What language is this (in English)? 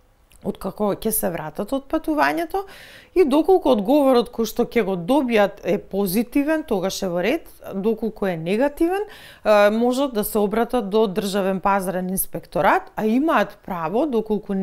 Macedonian